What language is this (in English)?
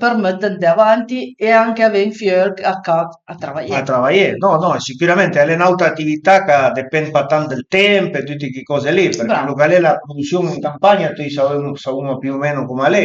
Piedmontese